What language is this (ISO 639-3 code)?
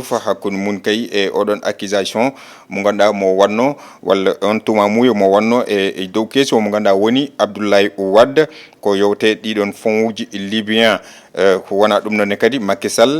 ful